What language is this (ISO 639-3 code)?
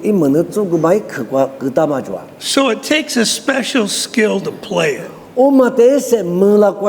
lis